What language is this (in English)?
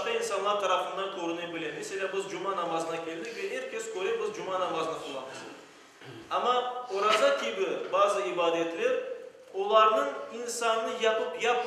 Crimean Tatar